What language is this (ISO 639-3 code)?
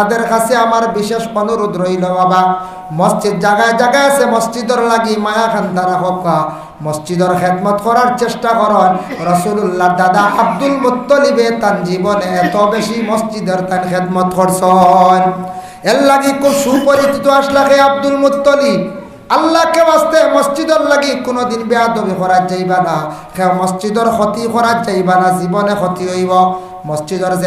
syl